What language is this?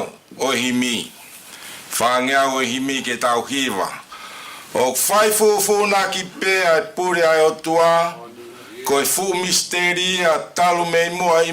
Tongan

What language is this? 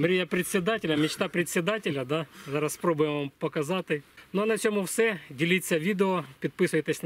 Ukrainian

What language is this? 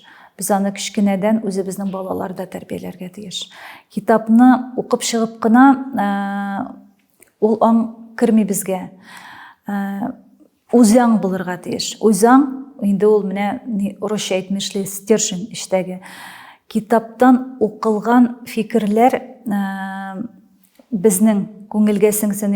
Tatar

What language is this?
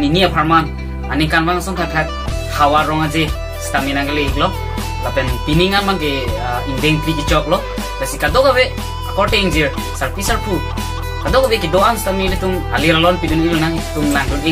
Karbi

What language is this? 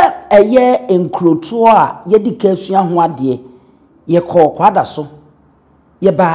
Akan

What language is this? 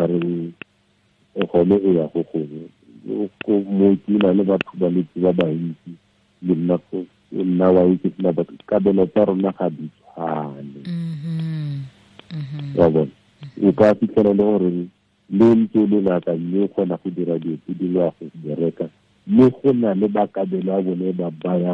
Tswana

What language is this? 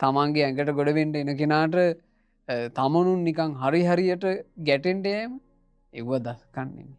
Sinhala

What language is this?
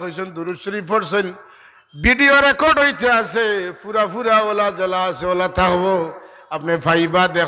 Sylheti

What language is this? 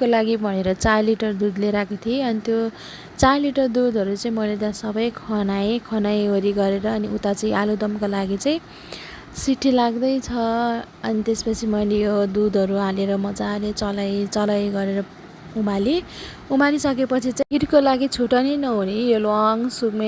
Nepali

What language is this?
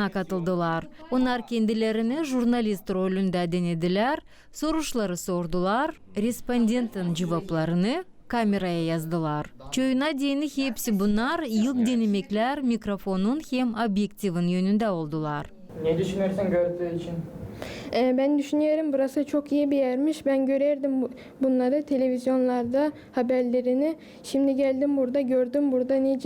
Gagauz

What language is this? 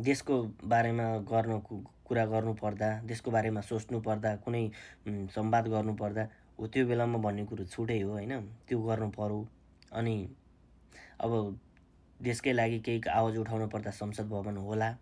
Nepali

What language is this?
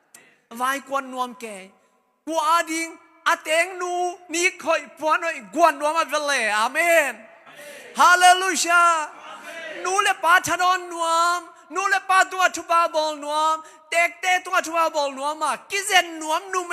Tedim Chin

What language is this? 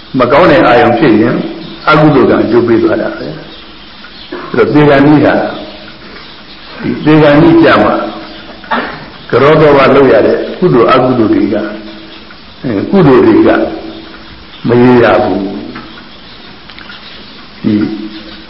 Burmese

